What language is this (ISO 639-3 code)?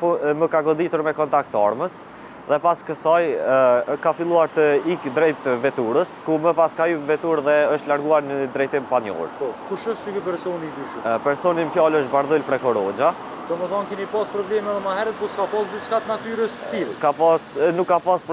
sqi